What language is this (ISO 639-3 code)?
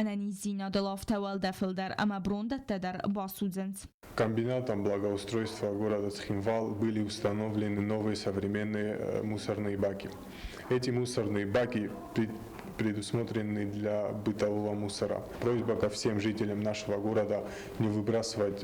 oss